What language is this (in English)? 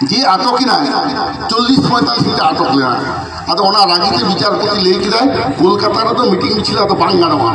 Santali